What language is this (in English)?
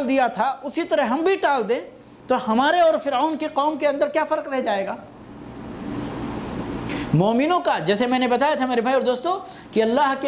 Urdu